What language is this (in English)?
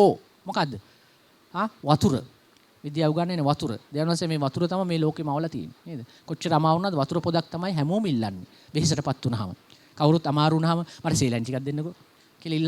Sinhala